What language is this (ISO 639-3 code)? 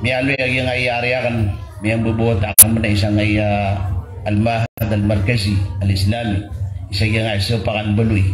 mrw